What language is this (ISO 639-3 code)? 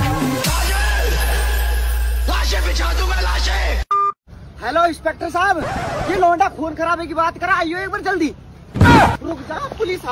hin